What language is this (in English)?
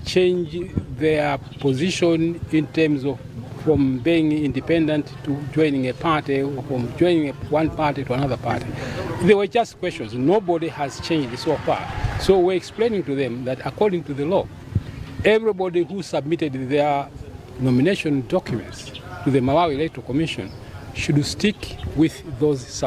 English